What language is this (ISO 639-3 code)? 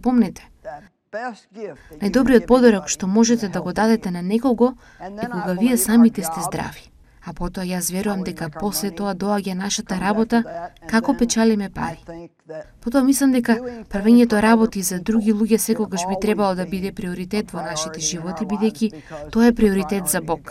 mkd